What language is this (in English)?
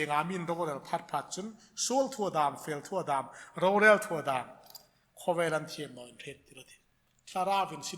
Hmar